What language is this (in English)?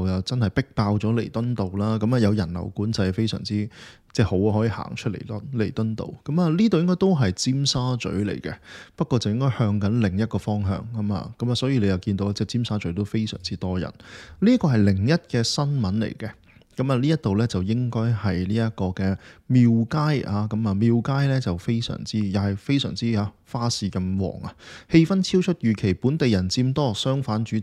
Cantonese